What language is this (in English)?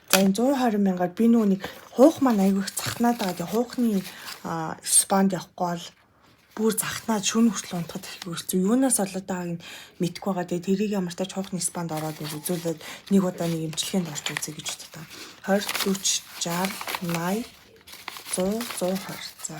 Mongolian